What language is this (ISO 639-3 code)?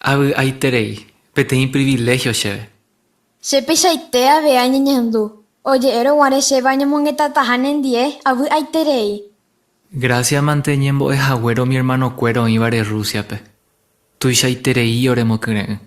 grn